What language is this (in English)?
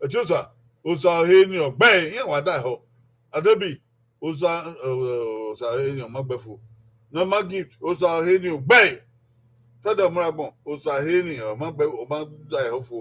Bini